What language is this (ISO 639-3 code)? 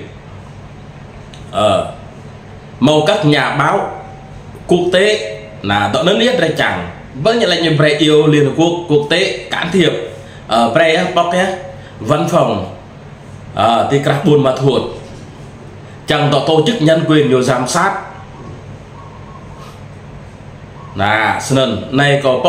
vie